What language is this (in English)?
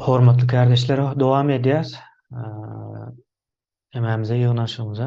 Turkmen